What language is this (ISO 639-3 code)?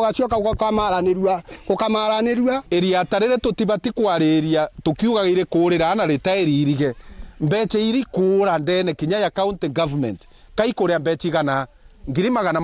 mer